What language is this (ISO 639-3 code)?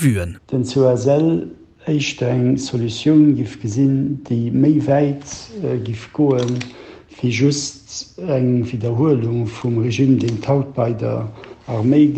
ltz